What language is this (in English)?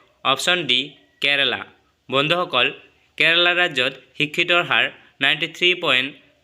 Assamese